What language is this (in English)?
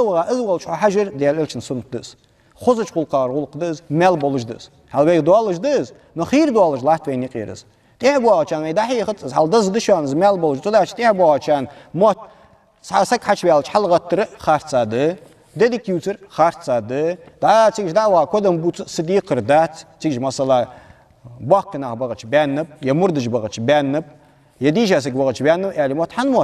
Ingush